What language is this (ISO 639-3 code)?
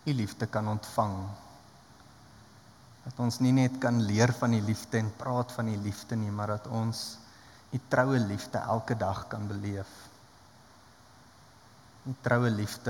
afr